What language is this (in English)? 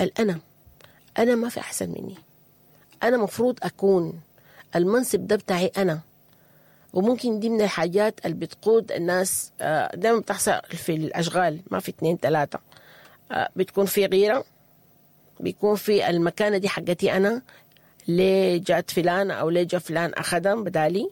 Sudanese Arabic